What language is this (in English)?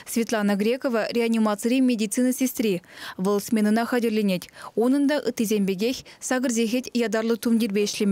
Chuvash